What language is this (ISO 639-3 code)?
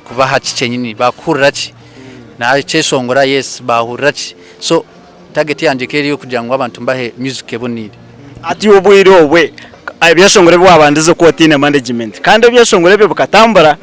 nyn